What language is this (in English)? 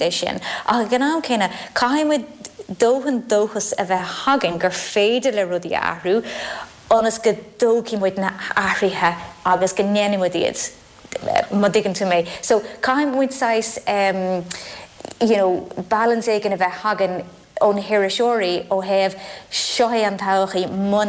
Irish